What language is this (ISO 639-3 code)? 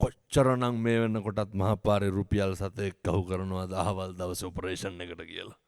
sin